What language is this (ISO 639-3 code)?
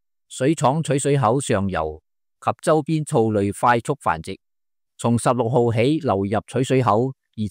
yue